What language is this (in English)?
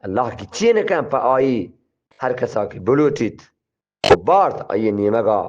Eastern Balochi